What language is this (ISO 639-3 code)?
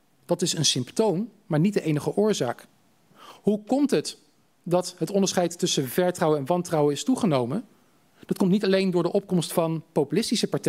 nld